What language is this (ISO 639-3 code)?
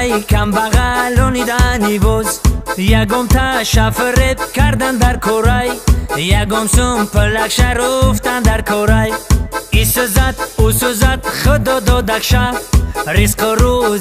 tgk